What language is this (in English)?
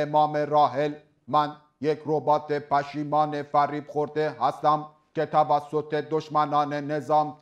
Persian